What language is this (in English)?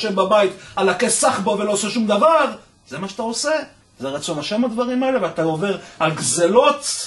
Hebrew